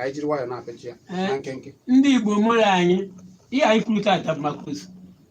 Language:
Igbo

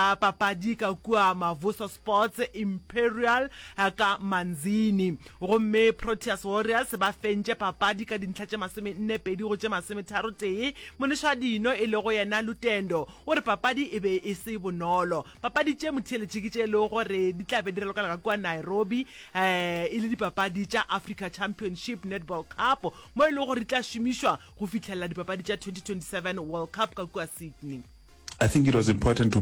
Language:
Northern Sotho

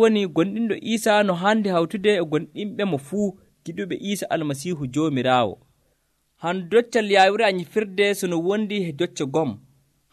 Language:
Nigerian Fulfulde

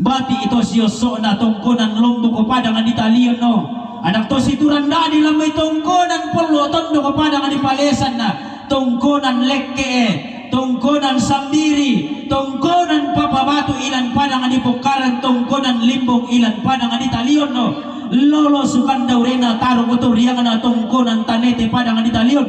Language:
Toraja-Sa'dan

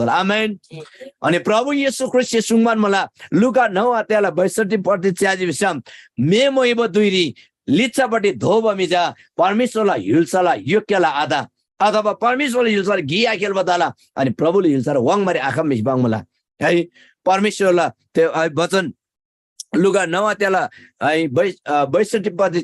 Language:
Eastern Tamang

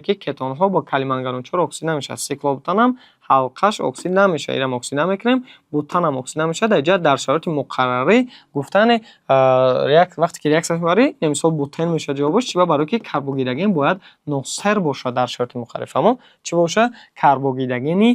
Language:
Tajik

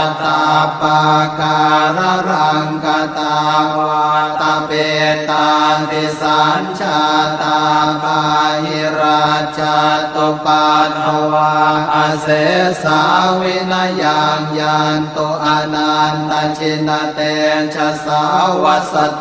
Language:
Pali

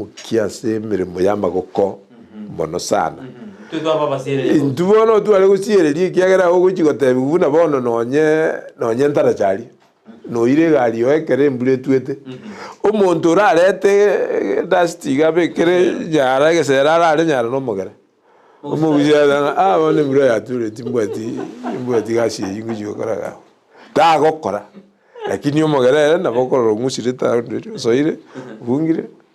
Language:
Gusii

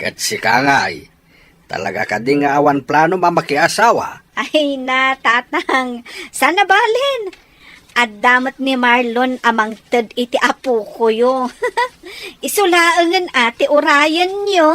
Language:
Iloko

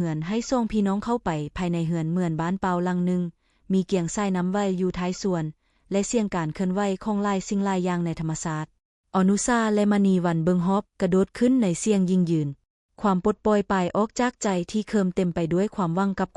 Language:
Lao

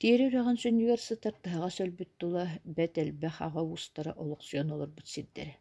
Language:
Yakut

